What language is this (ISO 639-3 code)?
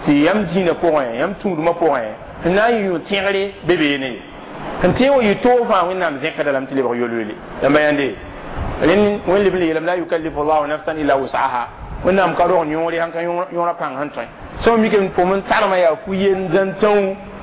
mos